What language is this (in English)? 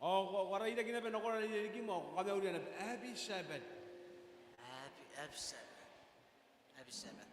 Gilbertese